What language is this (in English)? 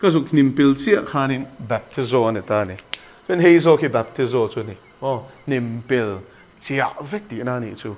Mizo